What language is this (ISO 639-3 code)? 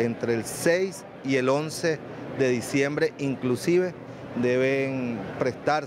spa